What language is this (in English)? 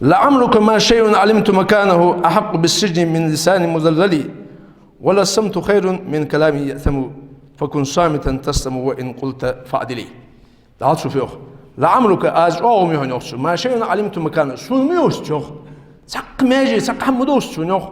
Ingush